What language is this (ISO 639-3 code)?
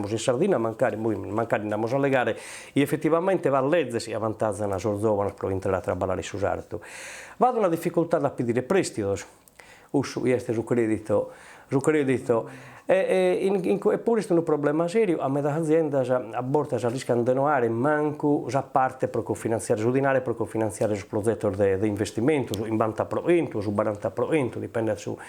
srd